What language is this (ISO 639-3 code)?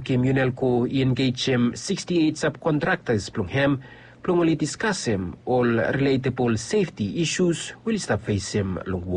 bis